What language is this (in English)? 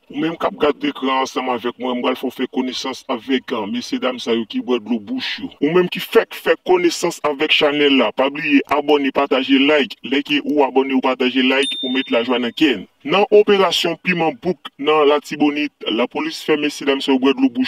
Haitian Creole